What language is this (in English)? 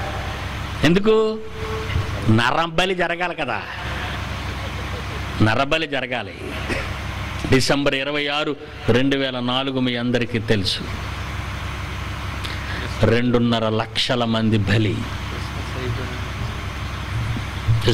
Telugu